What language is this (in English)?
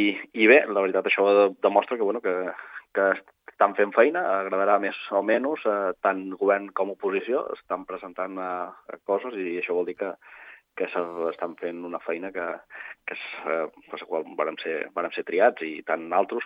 Catalan